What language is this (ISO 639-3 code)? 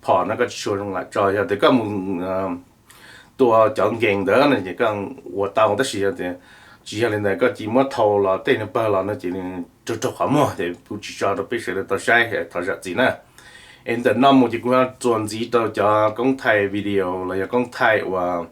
hmn